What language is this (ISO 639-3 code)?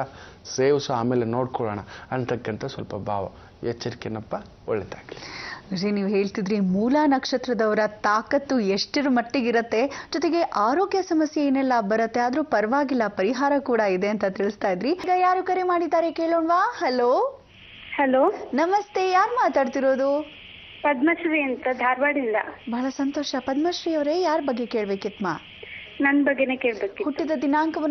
kan